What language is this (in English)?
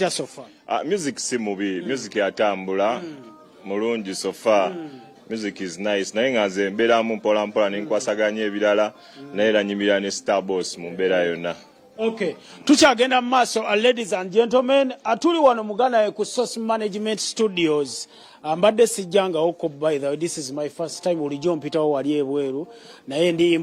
Ganda